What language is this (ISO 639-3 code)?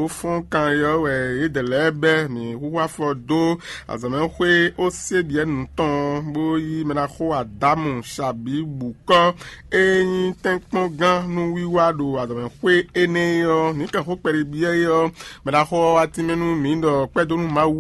fon